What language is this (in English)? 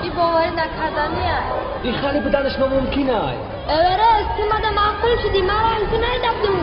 Tajik